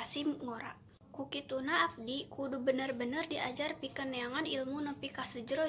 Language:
Sundanese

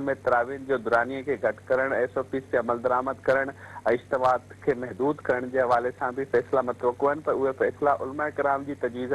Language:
Sindhi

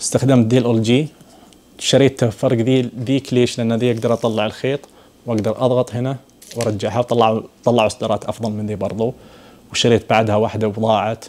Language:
Najdi Arabic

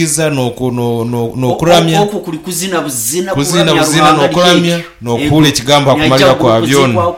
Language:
Nyoro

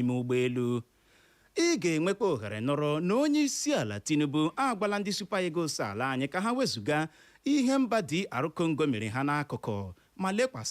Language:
Igbo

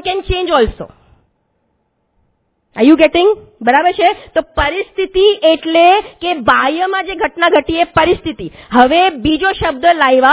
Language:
Gujarati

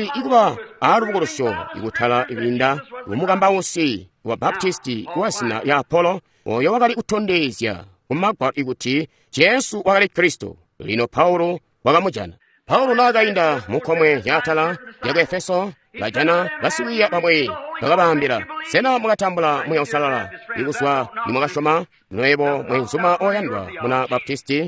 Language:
Tonga (Zambia)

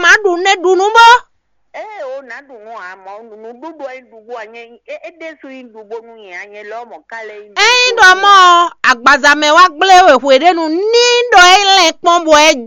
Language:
Fon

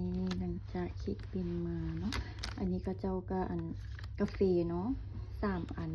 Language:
Lao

